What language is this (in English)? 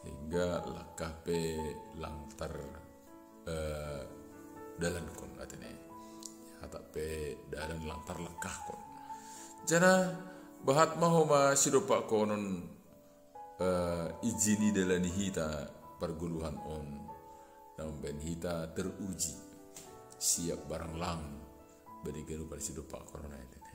Batak Simalungun